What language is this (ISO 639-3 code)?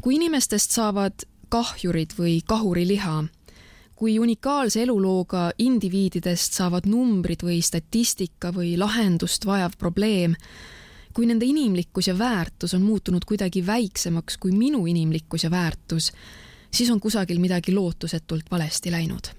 est